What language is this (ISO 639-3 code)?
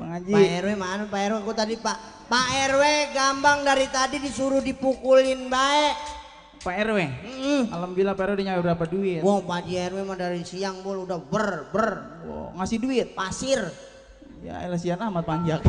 bew